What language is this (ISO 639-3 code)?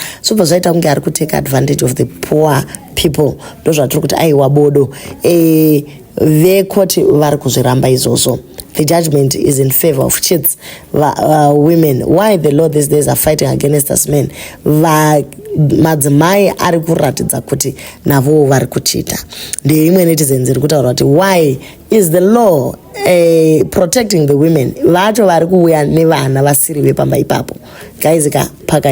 sna